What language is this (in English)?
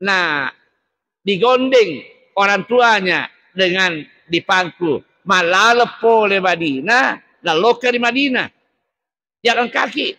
Buginese